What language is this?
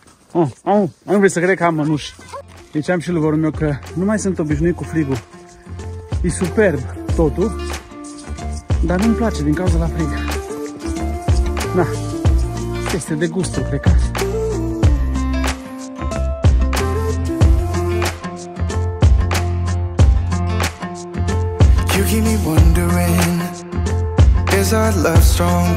Romanian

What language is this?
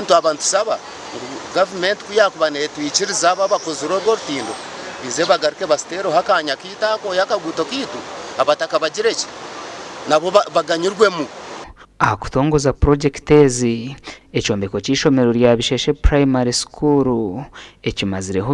Nyankole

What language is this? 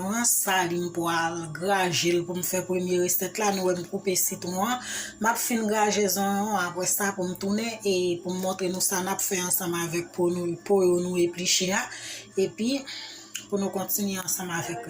Haitian Creole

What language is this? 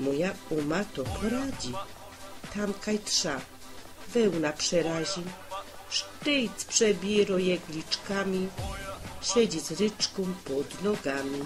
Silesian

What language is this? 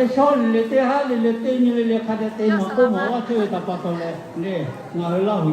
Lahu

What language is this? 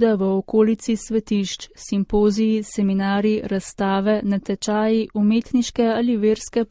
Slovenian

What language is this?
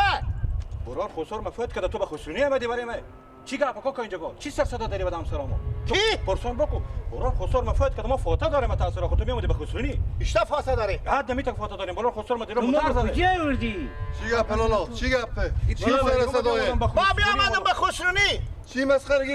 Persian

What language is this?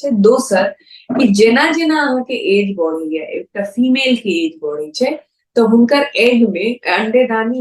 Maithili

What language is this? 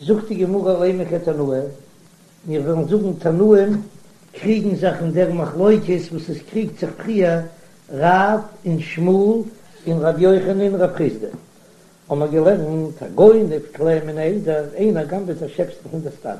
Yiddish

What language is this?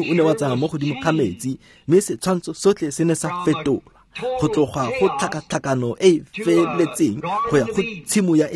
Tswana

